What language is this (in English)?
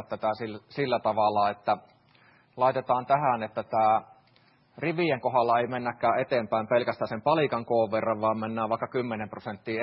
Finnish